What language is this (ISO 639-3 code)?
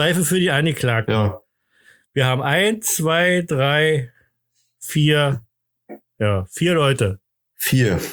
deu